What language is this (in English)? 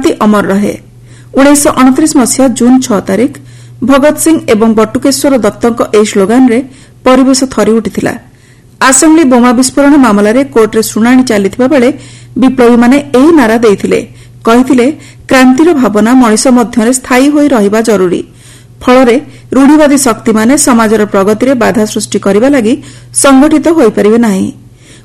Odia